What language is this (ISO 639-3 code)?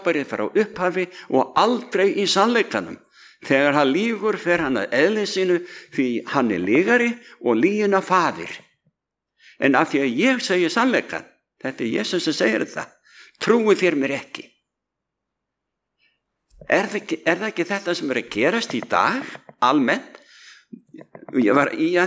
isl